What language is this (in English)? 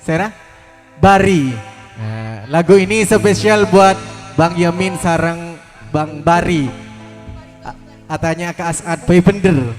Madurese